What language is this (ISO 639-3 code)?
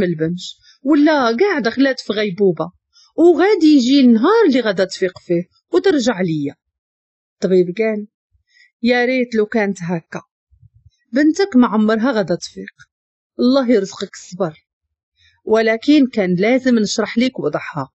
ary